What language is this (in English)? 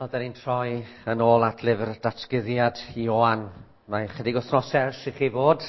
Welsh